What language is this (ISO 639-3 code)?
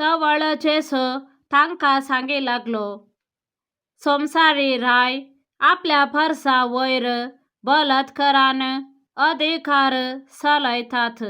kok